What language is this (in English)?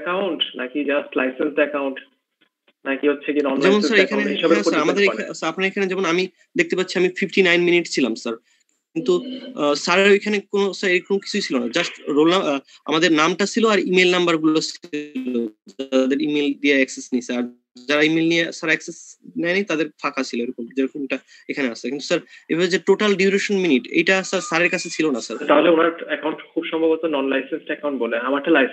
Bangla